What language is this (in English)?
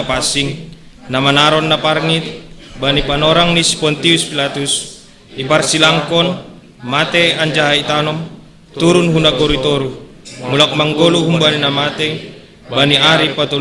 Batak Simalungun